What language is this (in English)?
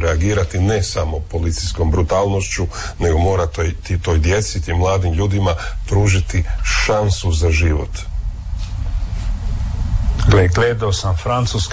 Croatian